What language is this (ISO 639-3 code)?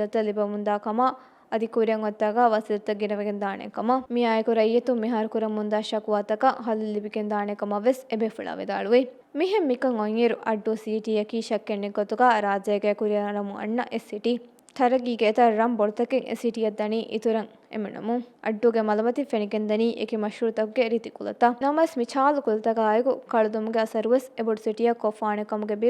div